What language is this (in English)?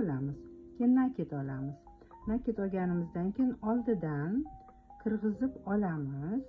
Uzbek